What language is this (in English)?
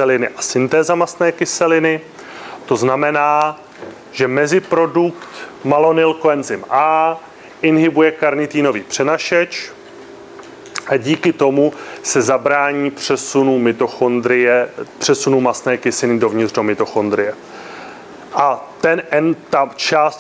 Czech